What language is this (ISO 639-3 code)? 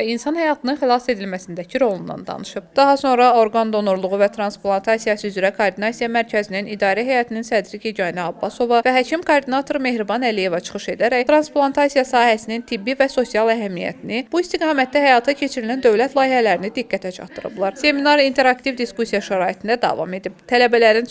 aze